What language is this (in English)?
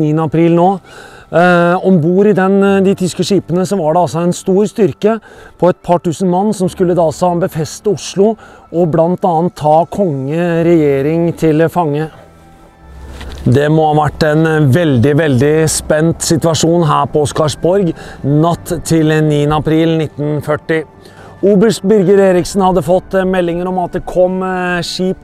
Norwegian